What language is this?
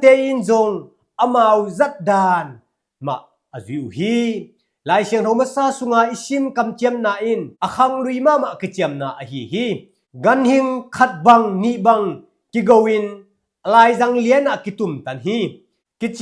Tedim Chin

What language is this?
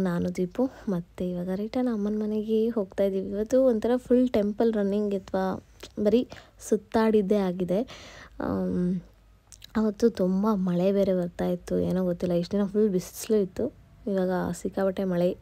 Kannada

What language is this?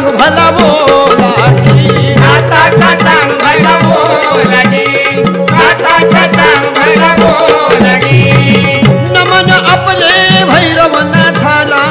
Marathi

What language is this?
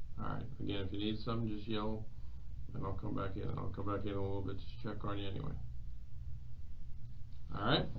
English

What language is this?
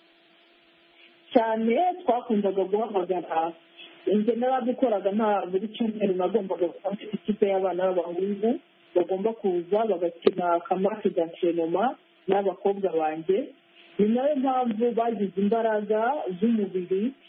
Kinyarwanda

